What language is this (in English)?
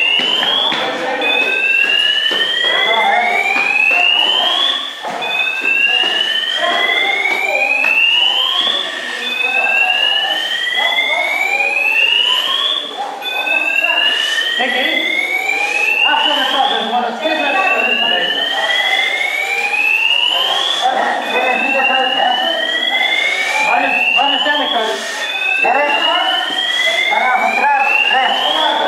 Dutch